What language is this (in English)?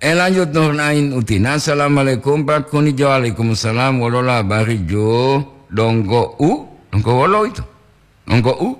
Gorontalo